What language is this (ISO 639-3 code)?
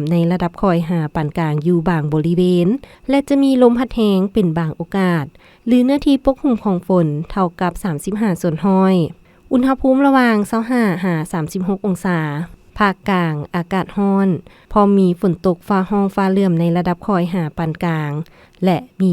lao